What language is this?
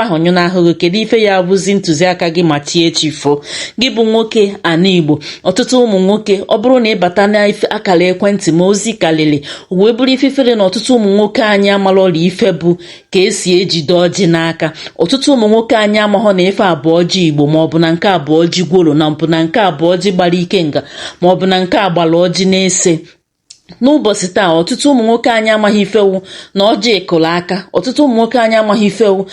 Igbo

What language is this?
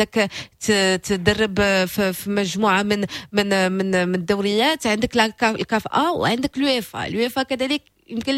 Moroccan Arabic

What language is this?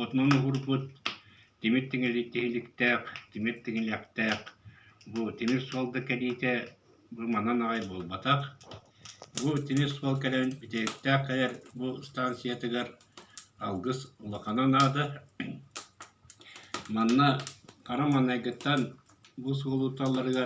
Yakut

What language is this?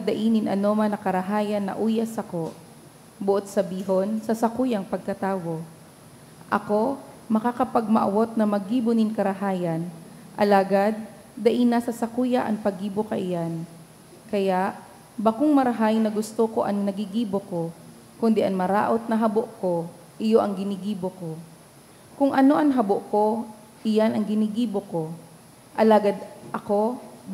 Bikol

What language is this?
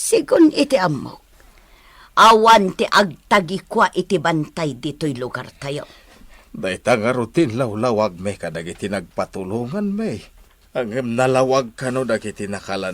Iloko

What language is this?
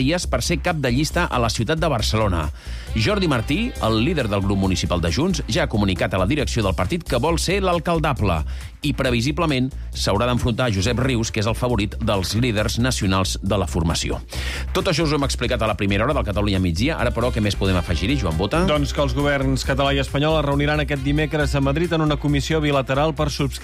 Catalan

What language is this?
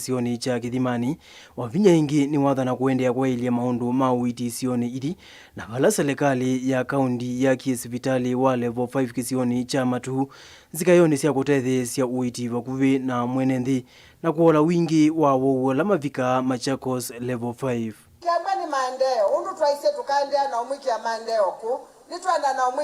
Kamba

